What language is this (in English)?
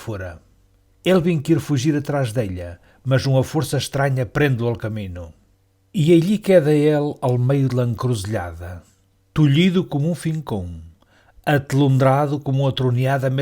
Mirandese